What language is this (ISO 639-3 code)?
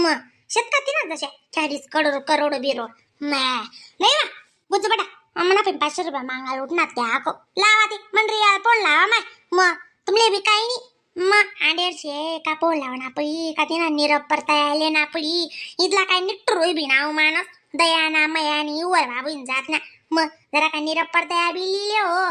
khn